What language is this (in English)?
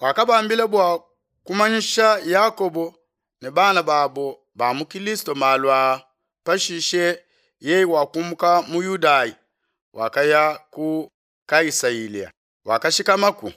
Luba-Lulua